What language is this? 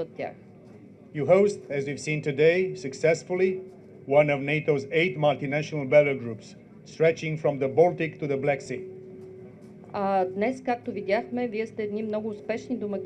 Bulgarian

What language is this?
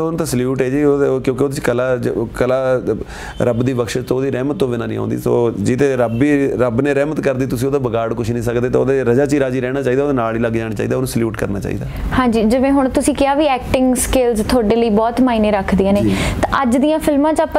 Punjabi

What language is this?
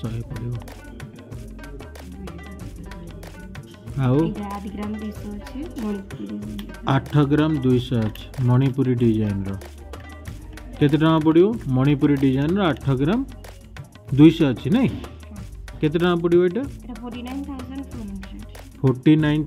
Odia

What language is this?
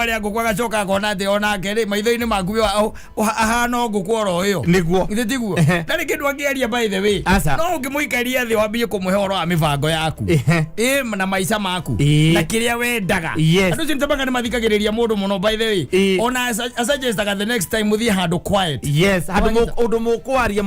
Kikuyu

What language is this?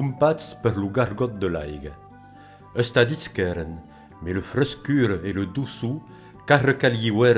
Occitan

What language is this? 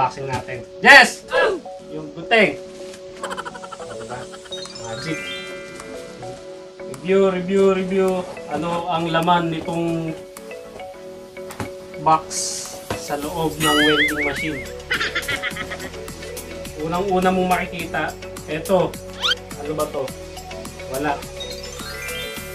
Filipino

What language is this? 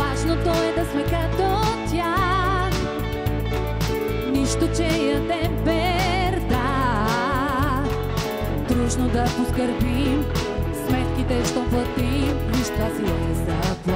Bulgarian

